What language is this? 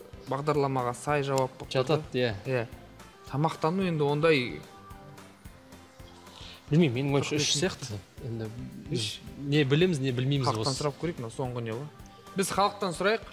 Kazakh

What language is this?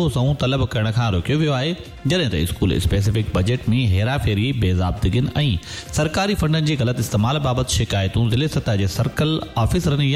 Sindhi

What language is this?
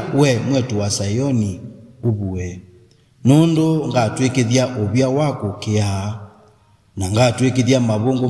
Kamba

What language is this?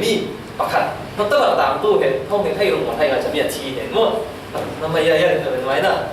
Falam Chin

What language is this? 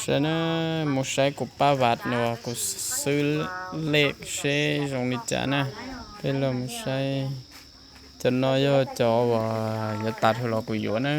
Hmong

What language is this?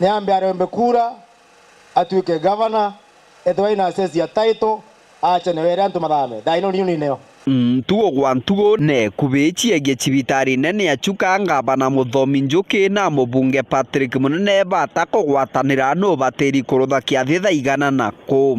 Meru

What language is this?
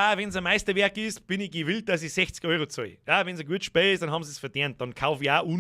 Bavarian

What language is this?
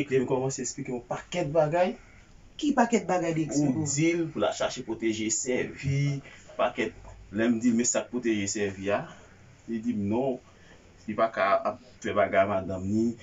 Haitian Creole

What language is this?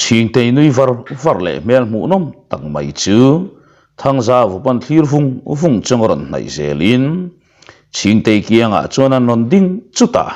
Mizo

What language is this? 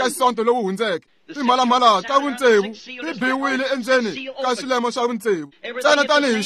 Tsonga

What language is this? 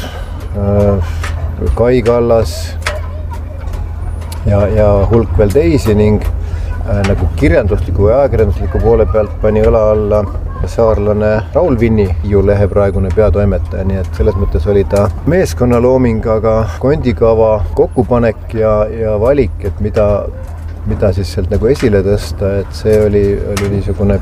Estonian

